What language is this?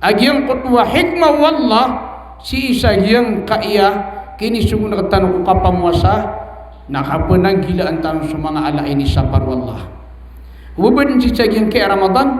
Maranao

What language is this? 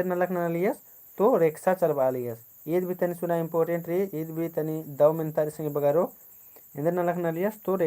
Kurukh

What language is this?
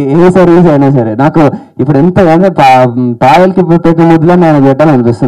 Telugu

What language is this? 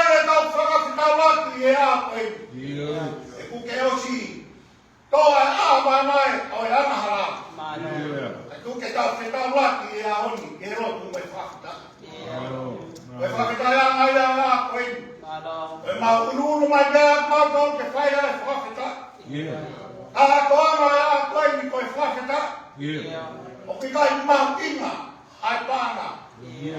Tongan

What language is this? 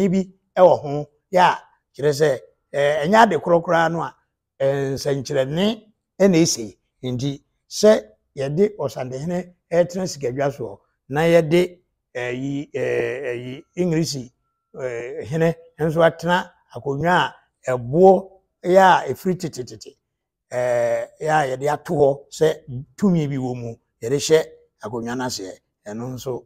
Akan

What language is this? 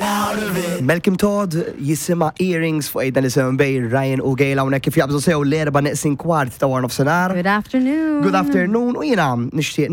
Maltese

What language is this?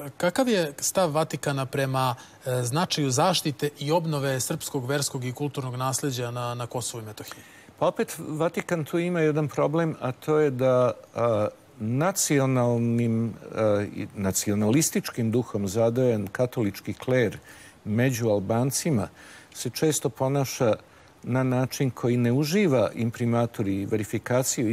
Serbian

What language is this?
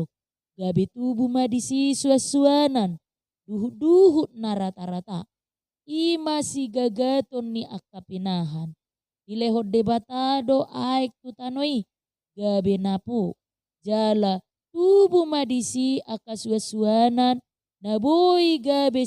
Batak Toba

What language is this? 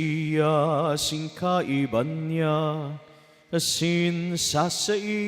Bikol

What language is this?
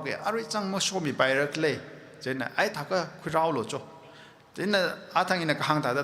Tangkhul Naga (India)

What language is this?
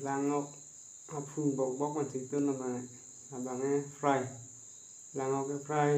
Karbi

